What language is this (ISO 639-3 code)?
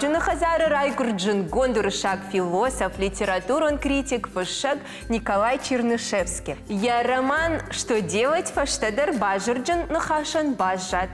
oss